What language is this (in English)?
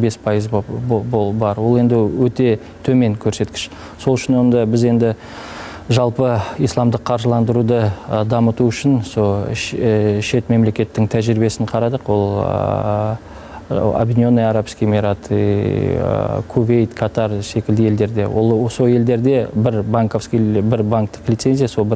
Kazakh